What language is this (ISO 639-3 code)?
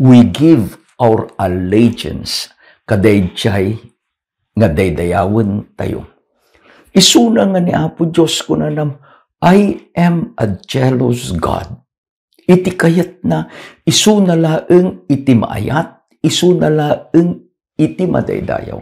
ilo